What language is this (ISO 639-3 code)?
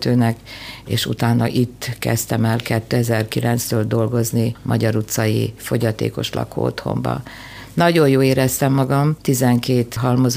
hun